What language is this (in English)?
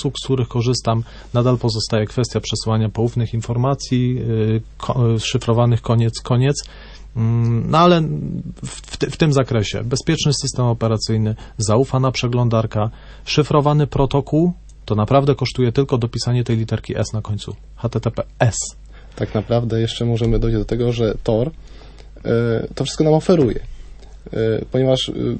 Polish